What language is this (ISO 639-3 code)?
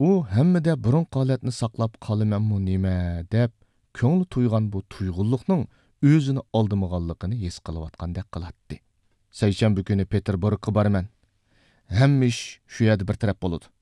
uig